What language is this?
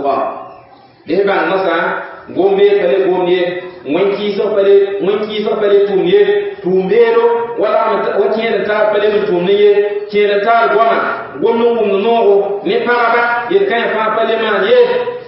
Mossi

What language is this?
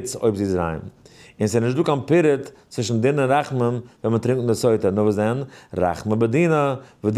Yiddish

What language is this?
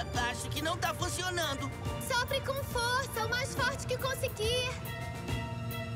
Portuguese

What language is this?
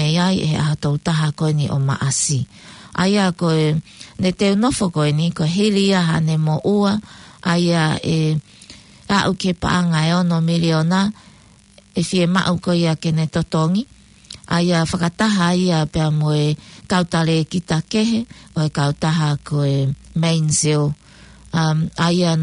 Tongan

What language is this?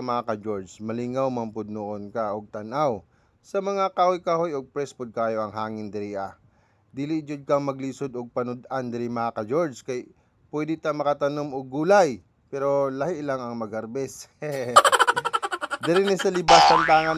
Cebuano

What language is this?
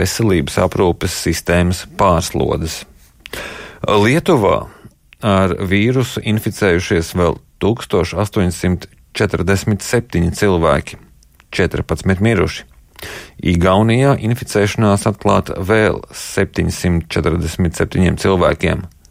Latvian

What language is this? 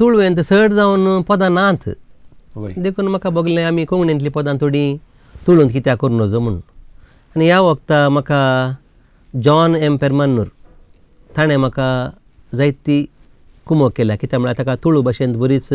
Konkani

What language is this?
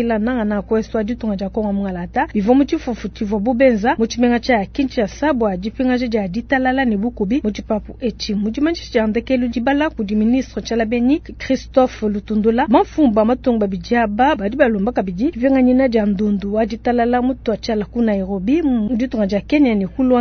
Luba-Lulua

